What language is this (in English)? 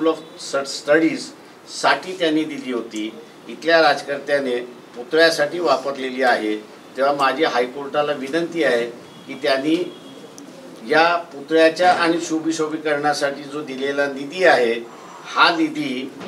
Marathi